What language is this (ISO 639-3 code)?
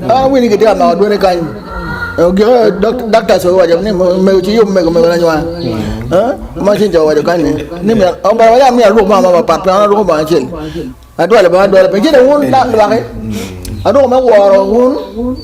ach